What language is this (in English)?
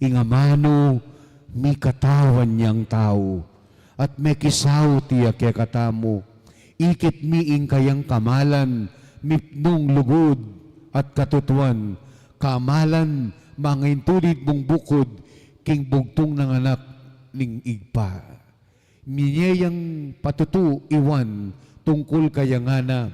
Pampanga